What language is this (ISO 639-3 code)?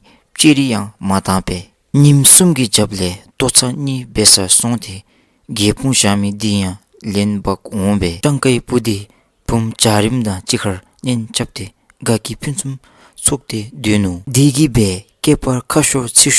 dzo